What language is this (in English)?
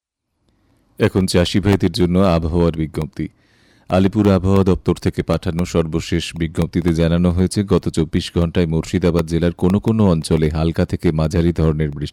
Bangla